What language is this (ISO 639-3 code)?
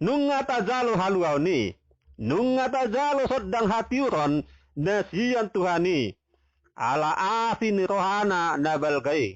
bbc